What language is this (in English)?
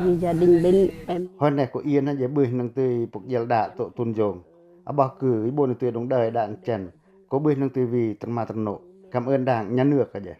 Pacoh